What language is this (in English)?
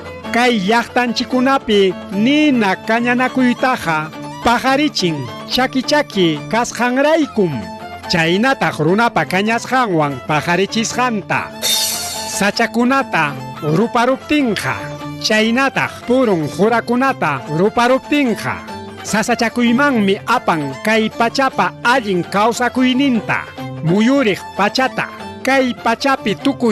Ayacucho Quechua